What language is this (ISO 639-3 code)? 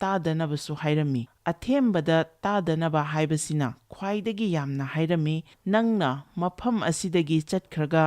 mni